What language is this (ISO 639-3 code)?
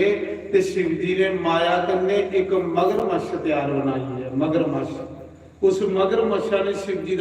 doi